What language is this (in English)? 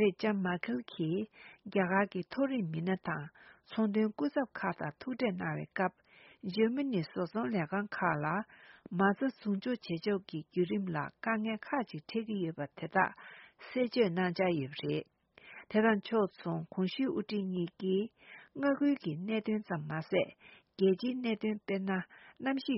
Tibetan